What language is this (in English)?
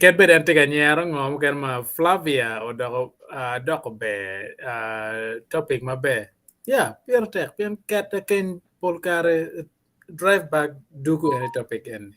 Acoli